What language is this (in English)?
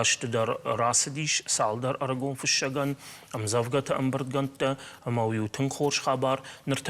Ossetic